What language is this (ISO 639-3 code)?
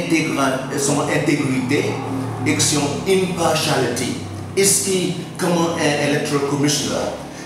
crs